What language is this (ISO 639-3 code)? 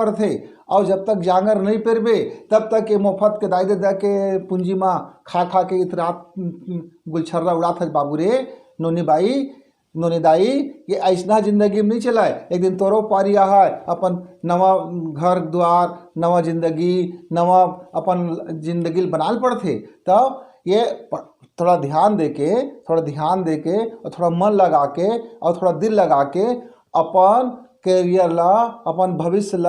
hne